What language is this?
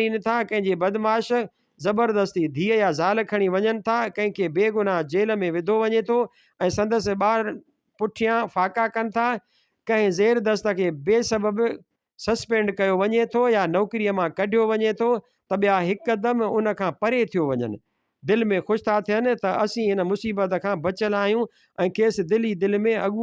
Sindhi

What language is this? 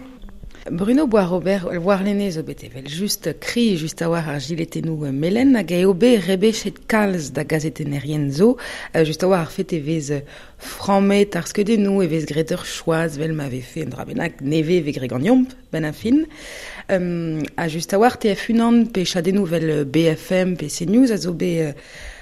Breton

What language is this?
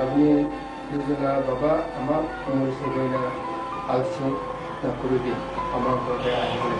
Naga Pidgin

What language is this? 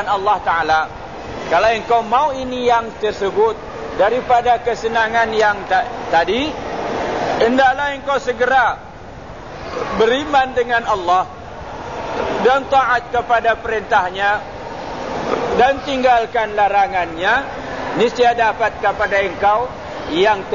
Malay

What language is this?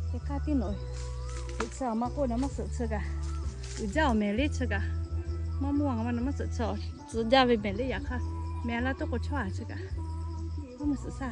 Lahu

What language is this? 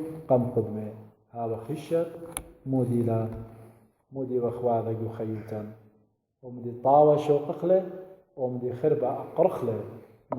Assyrian Neo-Aramaic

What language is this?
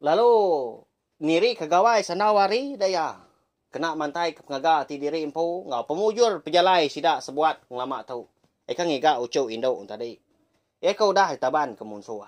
Iban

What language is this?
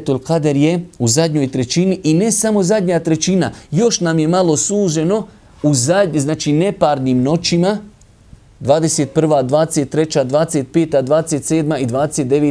Bosnian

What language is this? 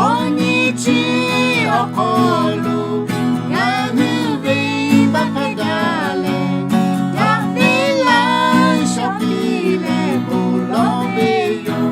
Lahu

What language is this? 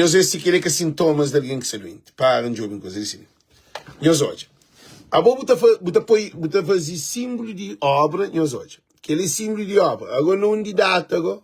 Kabuverdianu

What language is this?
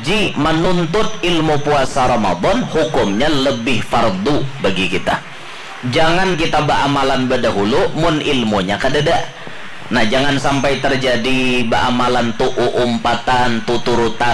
Banjar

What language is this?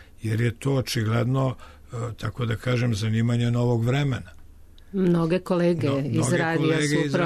Serbian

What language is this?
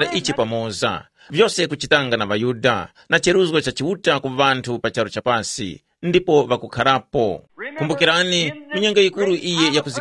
Tumbuka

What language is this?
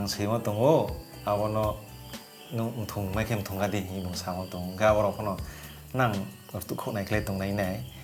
Riang (India)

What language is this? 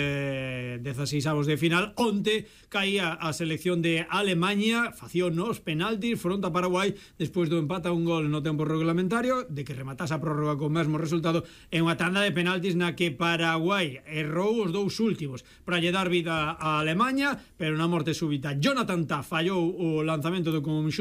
Galician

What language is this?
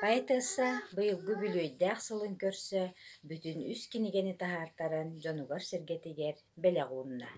Yakut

